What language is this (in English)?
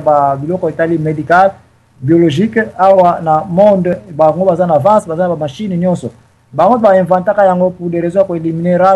Lingala